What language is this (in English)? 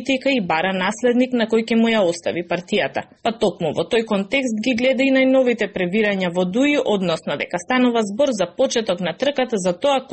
Macedonian